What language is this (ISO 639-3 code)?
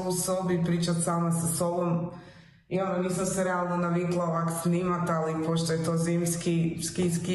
hrv